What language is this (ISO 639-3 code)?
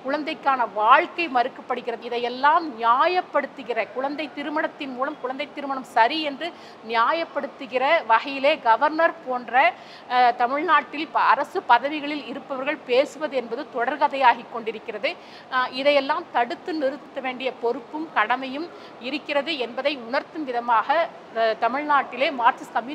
tam